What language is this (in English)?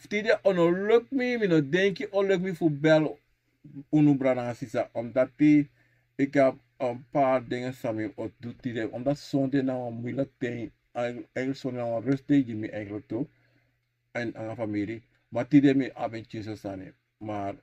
Sranan Tongo